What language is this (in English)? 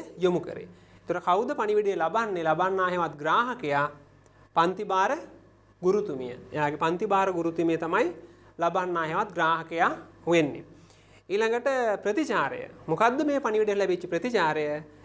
Sinhala